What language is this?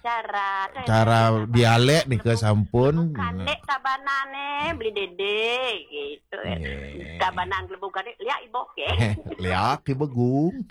Balinese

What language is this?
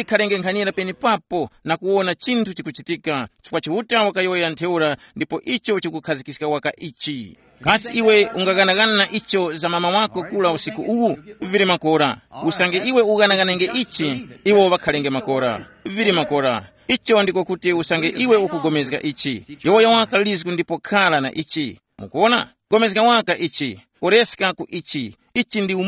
Tumbuka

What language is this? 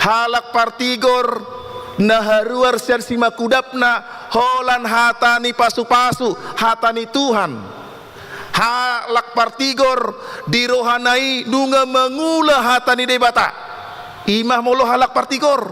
Batak Toba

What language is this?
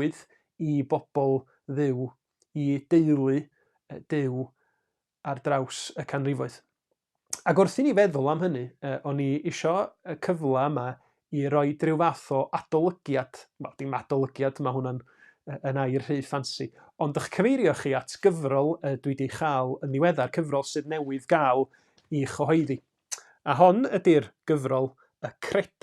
Welsh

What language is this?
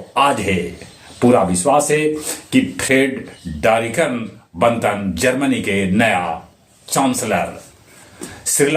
Magahi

